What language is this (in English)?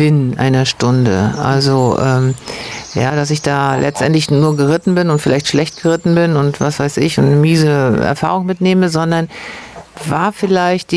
German